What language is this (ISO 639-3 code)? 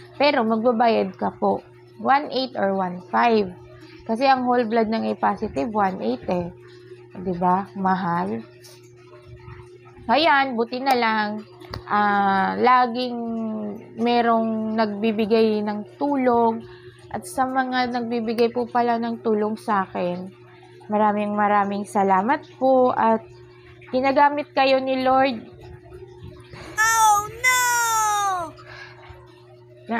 fil